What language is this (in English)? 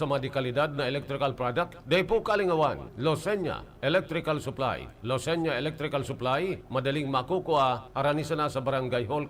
Bikol